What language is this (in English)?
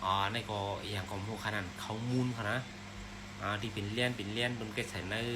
Shan